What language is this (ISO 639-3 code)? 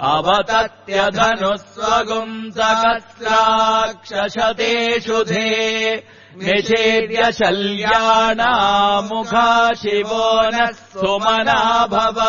san